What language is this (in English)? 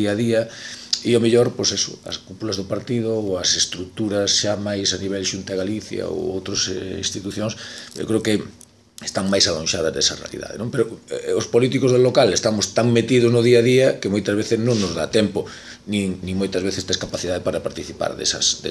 Galician